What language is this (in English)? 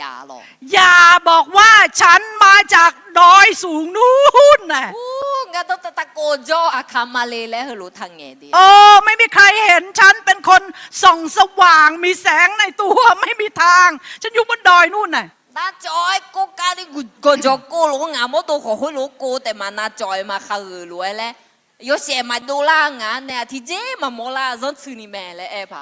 Akha